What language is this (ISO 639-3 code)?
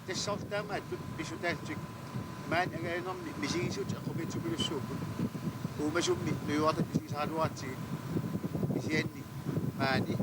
kal